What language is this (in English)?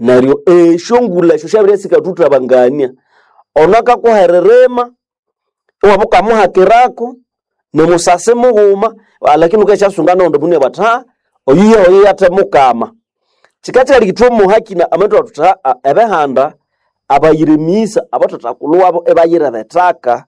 Nande